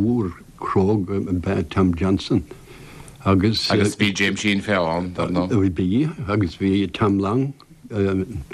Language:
Irish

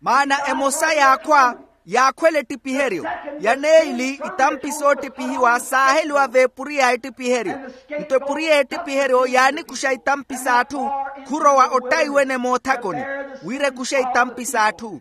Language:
Makhuwa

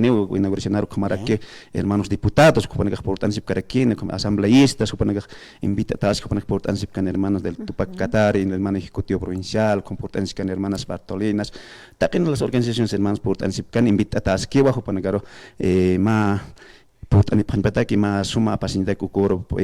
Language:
Aymara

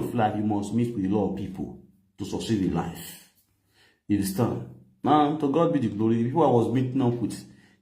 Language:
Nigerian Pidgin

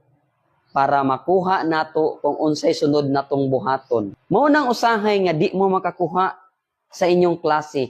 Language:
Cebuano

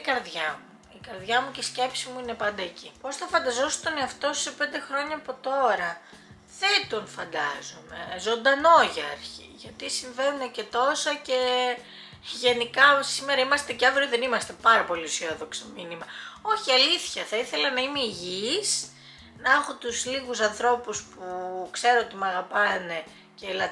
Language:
Greek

